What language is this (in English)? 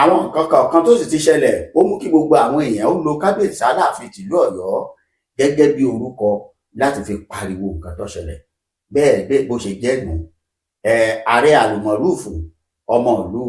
Yoruba